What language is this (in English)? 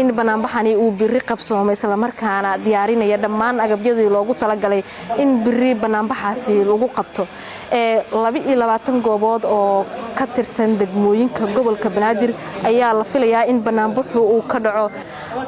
Somali